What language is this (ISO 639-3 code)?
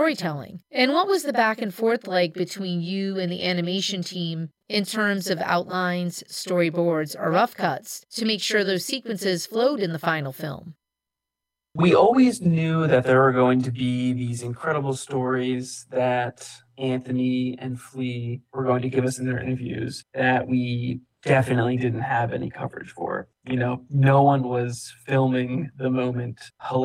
eng